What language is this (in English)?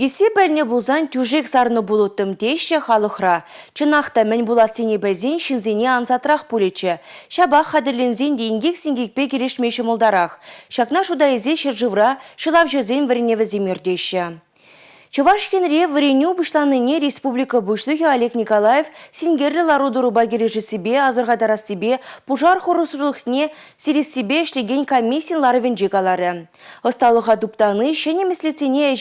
Chuvash